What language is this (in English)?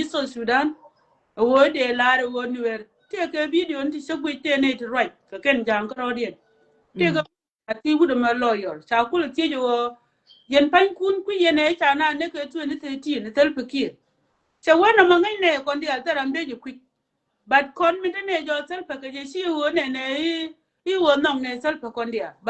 Nuer